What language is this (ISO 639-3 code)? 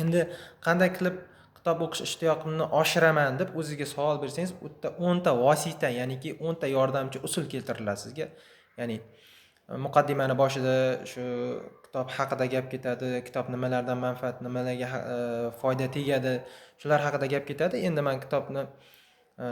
uzb